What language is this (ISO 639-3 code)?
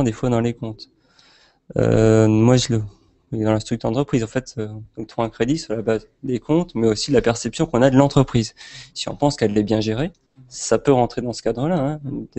fra